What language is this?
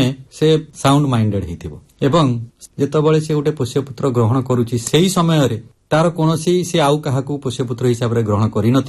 Odia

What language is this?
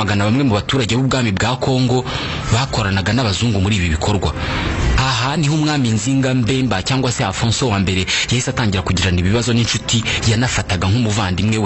Kinyarwanda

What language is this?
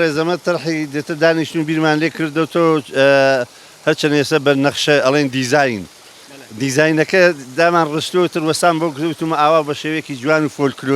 Central Kurdish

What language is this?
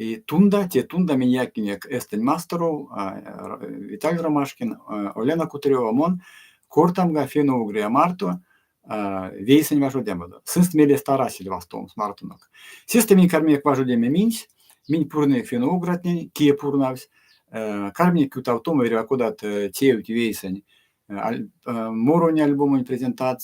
Erzya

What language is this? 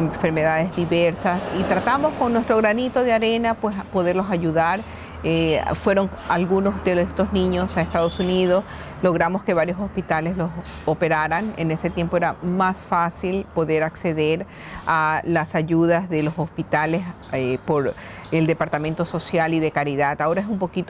Spanish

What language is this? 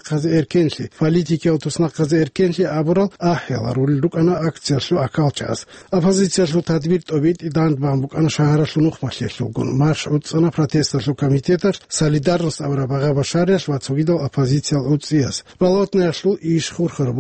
Avaric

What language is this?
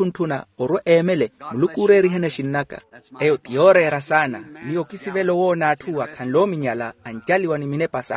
Makhuwa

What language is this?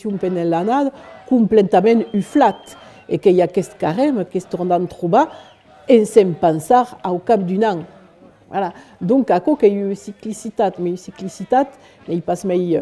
Occitan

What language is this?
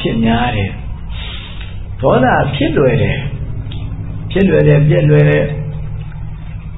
Burmese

